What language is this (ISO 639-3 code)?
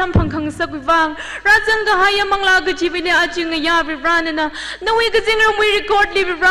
nmf